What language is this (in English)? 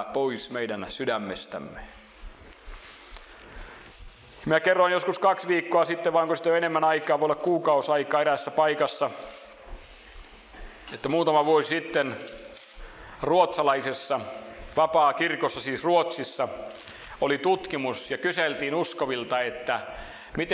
Finnish